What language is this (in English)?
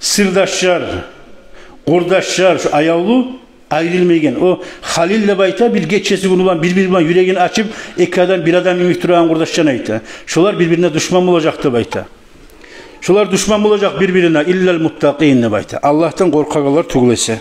Kumyk